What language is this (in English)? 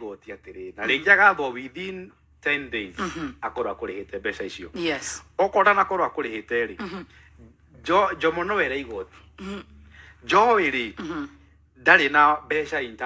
Kikuyu